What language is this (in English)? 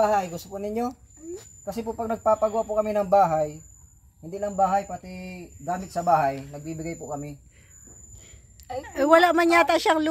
Filipino